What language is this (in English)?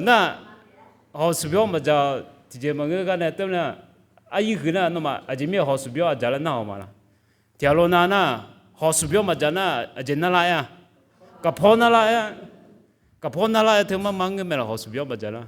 Akha